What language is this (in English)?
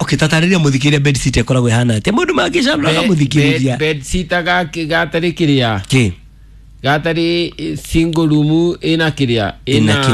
Kikuyu